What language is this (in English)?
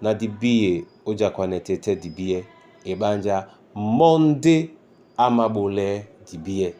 Duala